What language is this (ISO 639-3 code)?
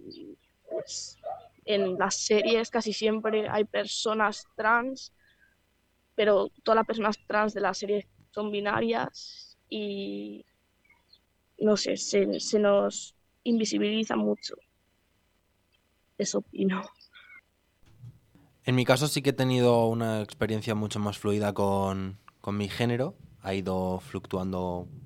spa